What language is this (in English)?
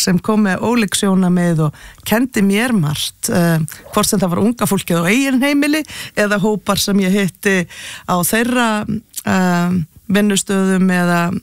Icelandic